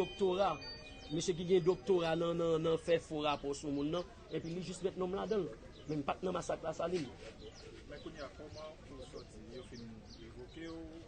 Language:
Haitian Creole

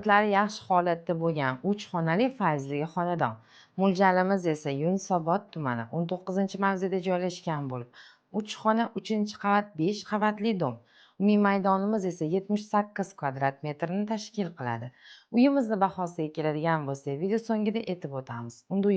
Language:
Uzbek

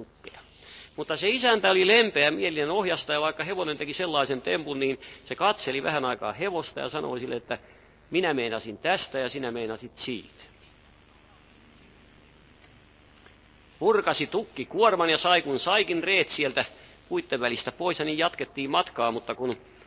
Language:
Finnish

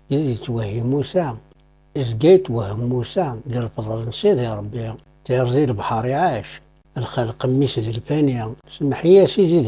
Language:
Kabyle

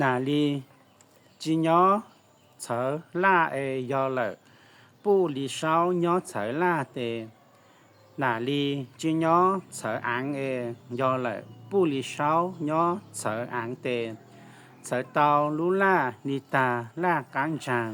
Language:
Hmong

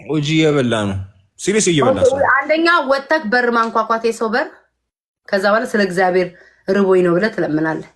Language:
Amharic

